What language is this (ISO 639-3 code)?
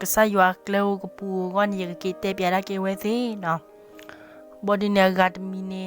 ksw